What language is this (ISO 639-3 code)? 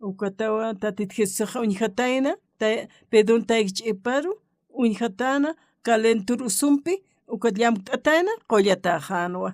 aym